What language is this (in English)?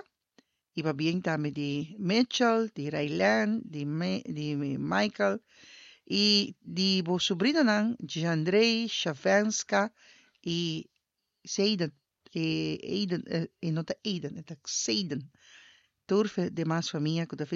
Papiamento